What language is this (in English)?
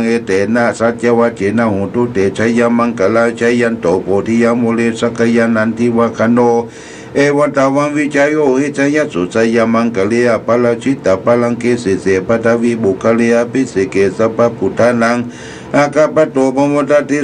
Pali